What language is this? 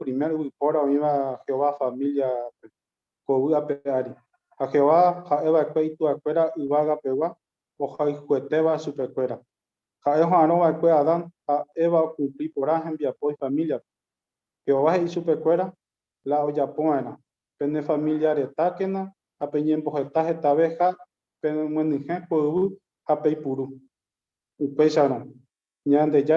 Guarani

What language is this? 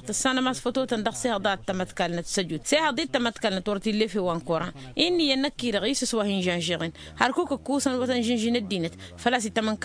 Tamasheq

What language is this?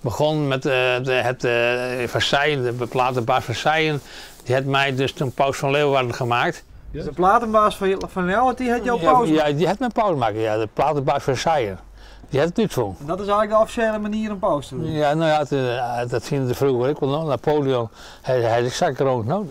Western Frisian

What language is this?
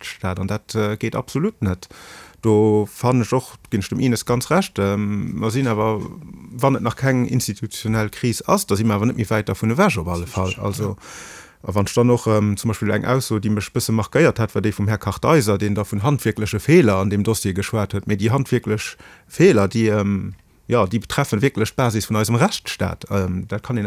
Luxembourgish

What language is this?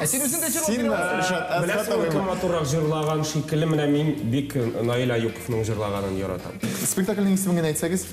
Tatar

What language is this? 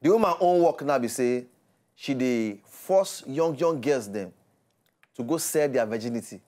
Nigerian Pidgin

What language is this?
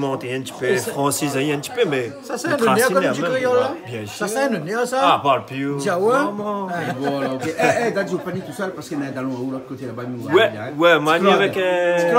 Réunion Creole French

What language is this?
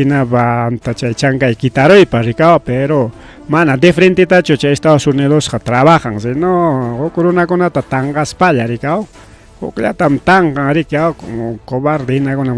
Ayacucho Quechua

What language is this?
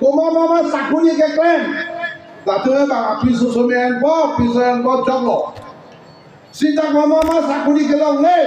Karbi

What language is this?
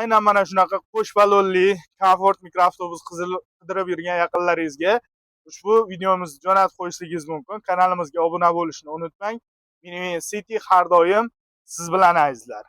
Uzbek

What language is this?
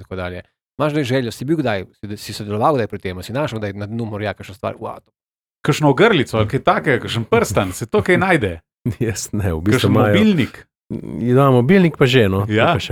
Slovenian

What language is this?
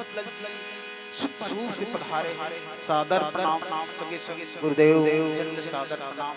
Chhattisgarhi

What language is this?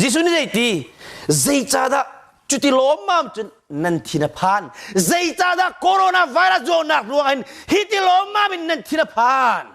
Hakha Chin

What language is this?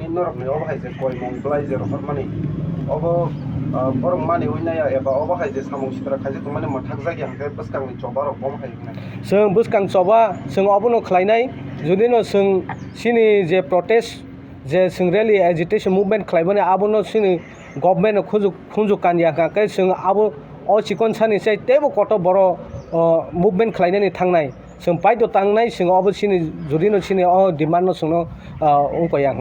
Kok Borok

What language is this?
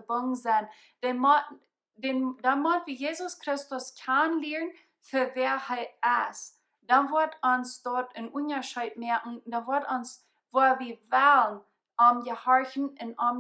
Plautdietsch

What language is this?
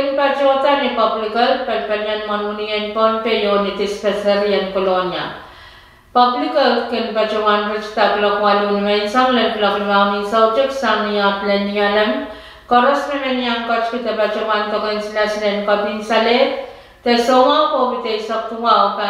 Pohnpeian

